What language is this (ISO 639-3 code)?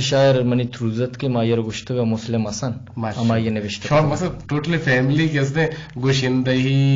bgp